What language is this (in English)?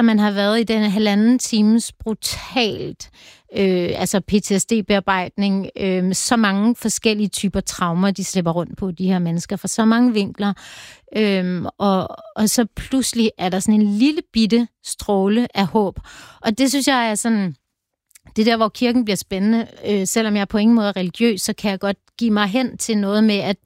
Danish